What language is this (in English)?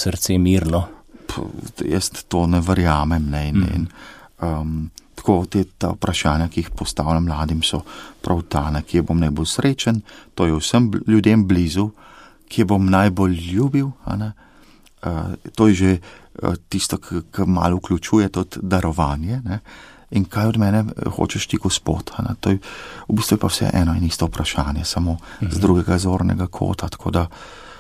Slovenian